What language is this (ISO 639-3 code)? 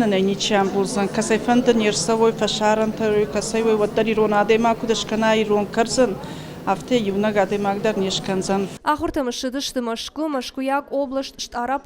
oss